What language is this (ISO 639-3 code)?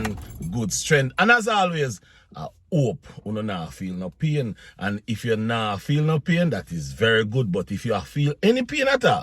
jam